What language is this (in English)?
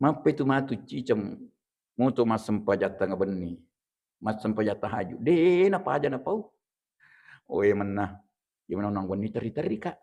Buginese